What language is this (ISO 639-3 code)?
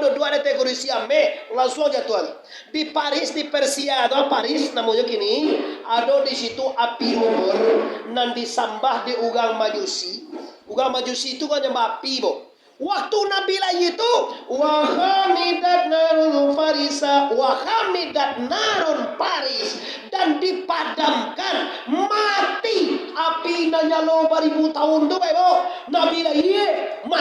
min